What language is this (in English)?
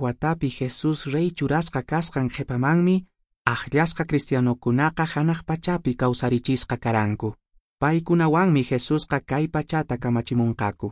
Quechua